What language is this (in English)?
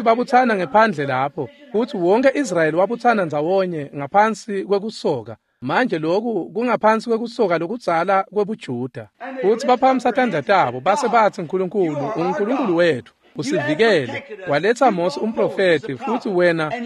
Swati